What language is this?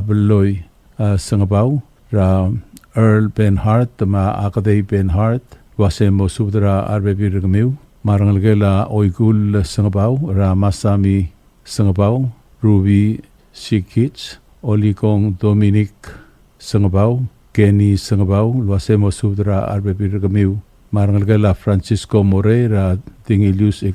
Palauan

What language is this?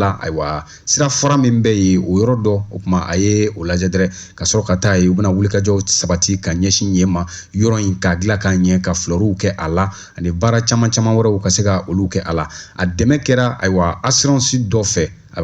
Bambara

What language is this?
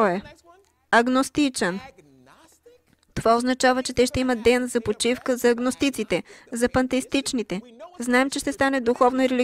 Bulgarian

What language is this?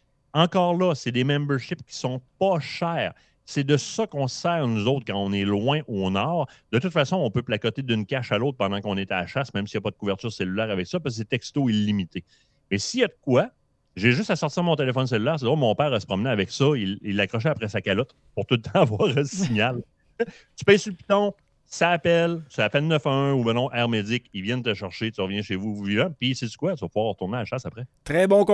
French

